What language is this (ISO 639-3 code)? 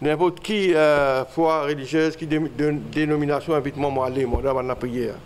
mfe